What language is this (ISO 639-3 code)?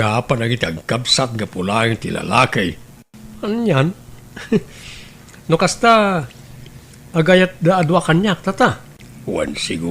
ilo